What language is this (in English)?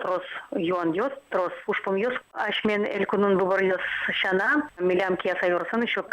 Udmurt